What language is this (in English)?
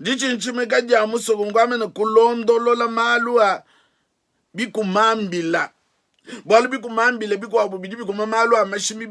Luba-Lulua